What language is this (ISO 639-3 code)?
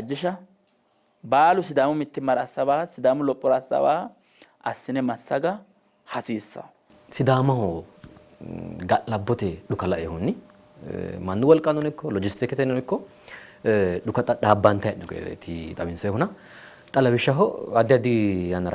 sid